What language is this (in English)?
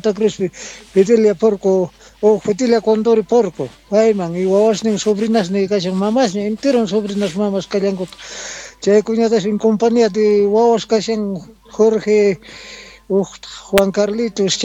South Bolivian Quechua